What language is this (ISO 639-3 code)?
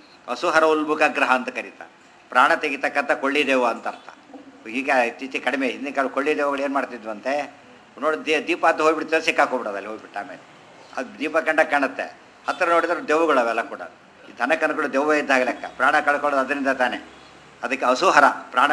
kan